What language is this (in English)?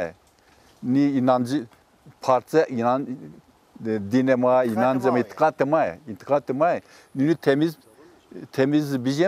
Zaza